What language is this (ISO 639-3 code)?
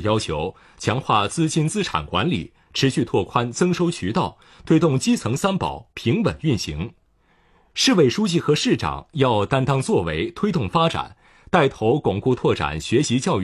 zho